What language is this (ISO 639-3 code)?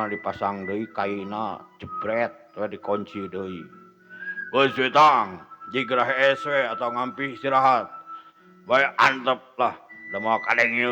sun